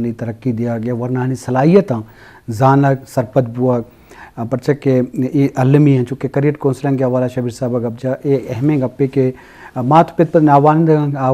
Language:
Eastern Balochi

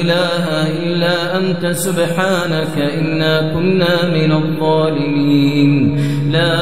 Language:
Adamawa Fulfulde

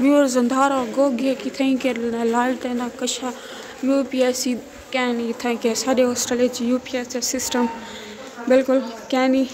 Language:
Saraiki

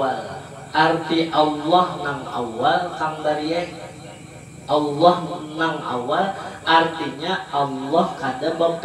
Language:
Banjar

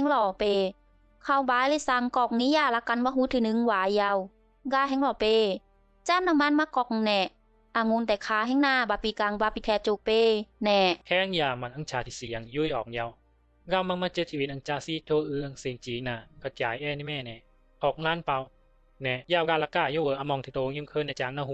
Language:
Bisu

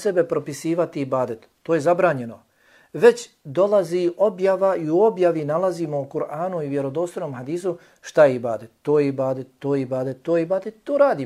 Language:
Bosnian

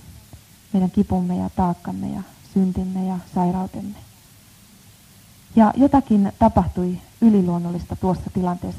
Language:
Finnish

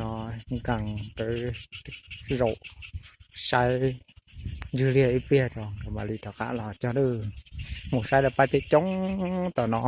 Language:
Hmong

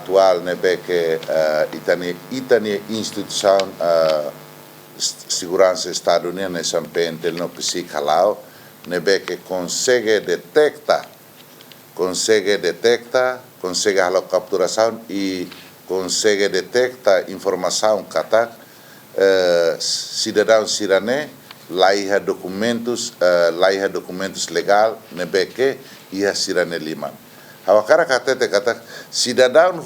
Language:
Tetum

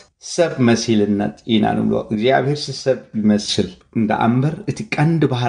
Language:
Tigrinya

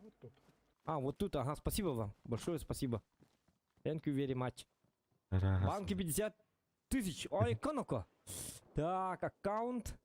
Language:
Yakut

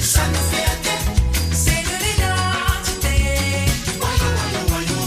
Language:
Morisyen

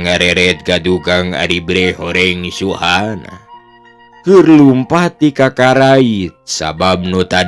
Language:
Sundanese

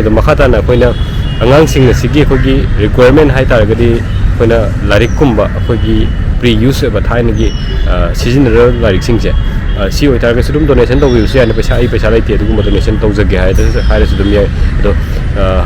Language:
Manipuri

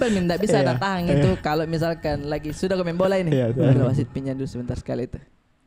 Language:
Makassar Malay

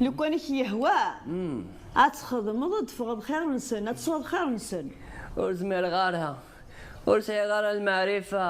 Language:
Kabyle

